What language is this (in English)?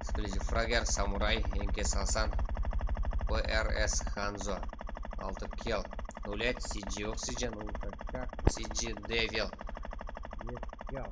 Kara-Kalpak